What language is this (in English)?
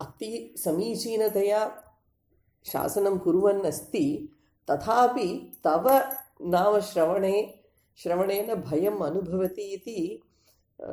Sanskrit